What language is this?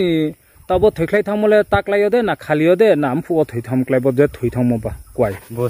Riang (India)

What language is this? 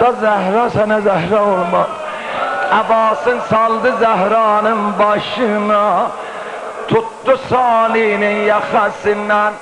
South Azerbaijani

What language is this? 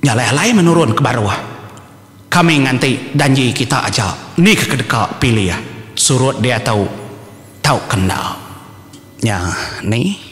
Iban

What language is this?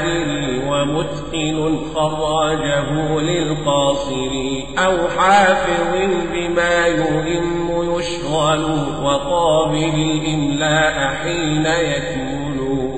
Arabic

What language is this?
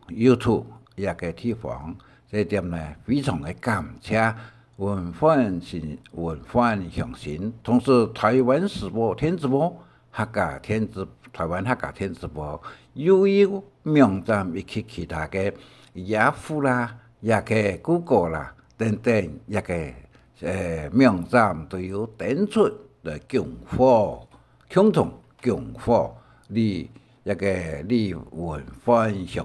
Hakka Chinese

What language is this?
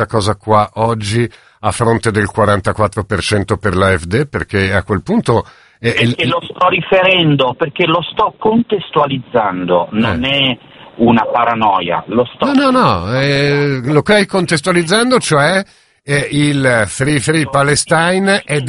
Italian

